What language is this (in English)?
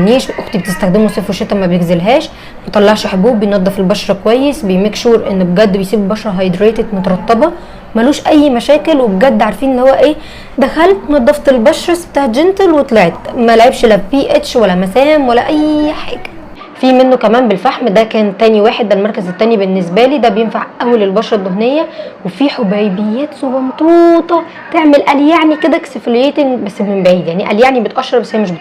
Egyptian Arabic